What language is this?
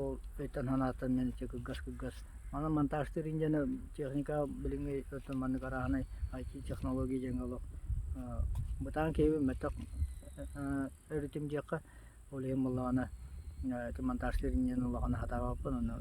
Yakut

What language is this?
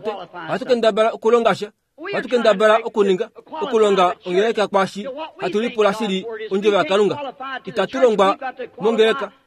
Kuanyama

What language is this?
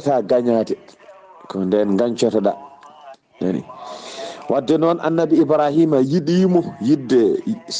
Fula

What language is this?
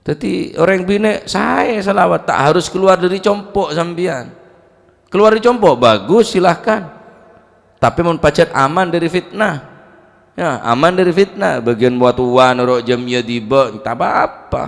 Madurese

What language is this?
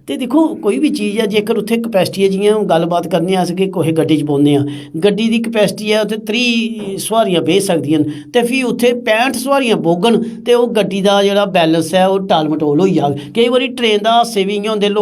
Dogri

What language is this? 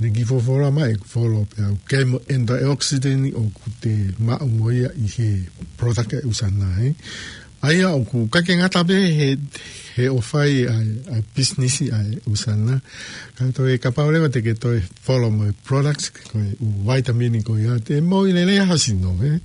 Tongan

